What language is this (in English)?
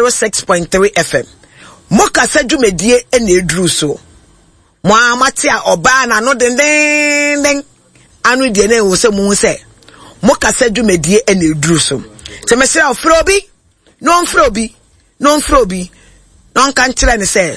Akan